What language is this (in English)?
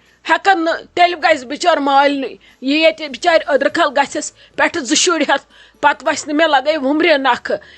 Kashmiri